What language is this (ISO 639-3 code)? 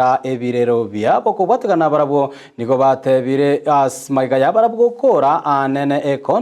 guz